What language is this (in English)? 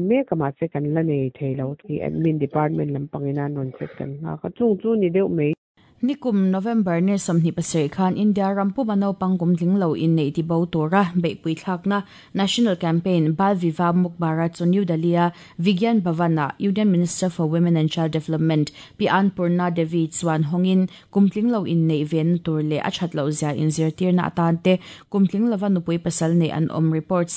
Mizo